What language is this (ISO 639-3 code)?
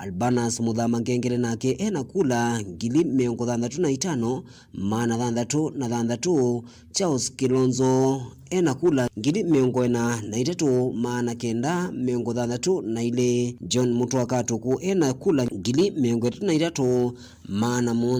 kam